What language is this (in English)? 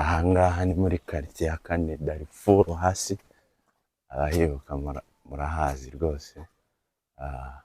Kinyarwanda